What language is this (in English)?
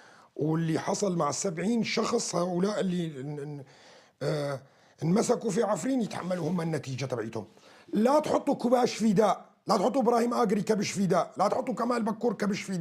North Levantine Arabic